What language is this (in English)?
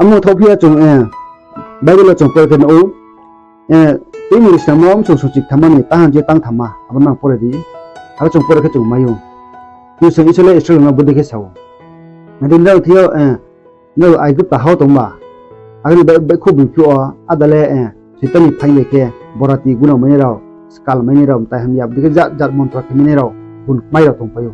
Riang (India)